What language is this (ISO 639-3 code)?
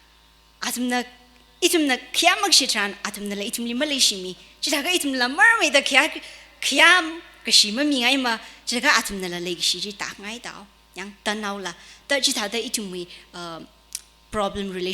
nmf